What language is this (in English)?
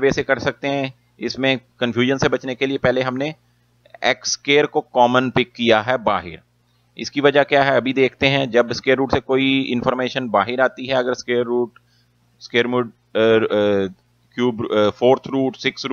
Hindi